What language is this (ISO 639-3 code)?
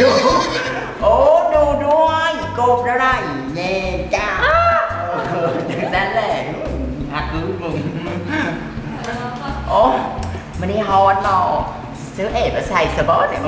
lao